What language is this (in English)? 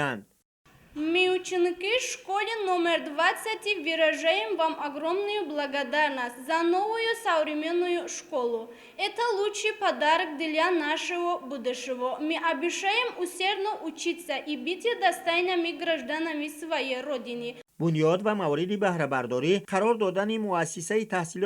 Tajik